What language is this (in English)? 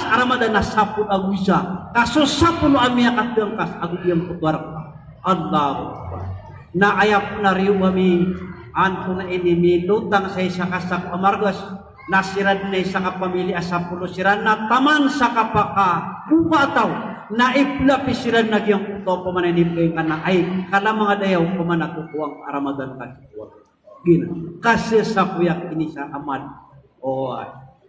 Maranao